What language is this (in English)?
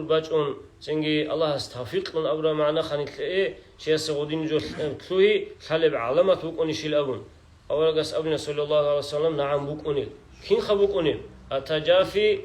Avaric